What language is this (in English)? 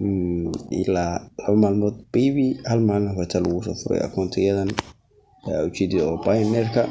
Somali